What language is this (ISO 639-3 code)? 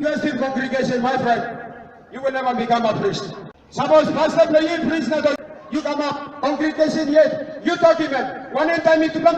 tpi